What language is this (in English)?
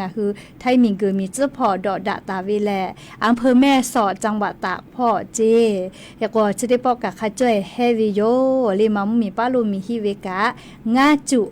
Lahu